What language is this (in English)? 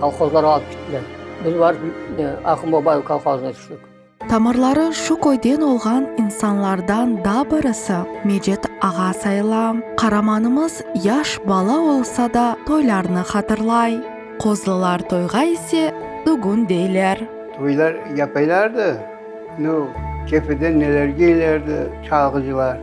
Crimean Tatar